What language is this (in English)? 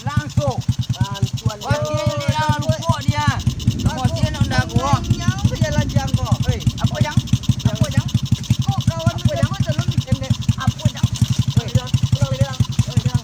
Minangkabau